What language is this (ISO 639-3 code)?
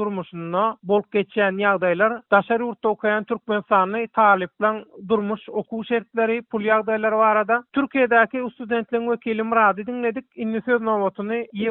tuk